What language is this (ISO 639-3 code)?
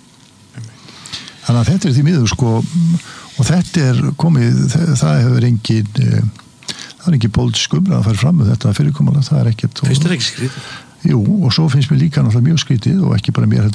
isl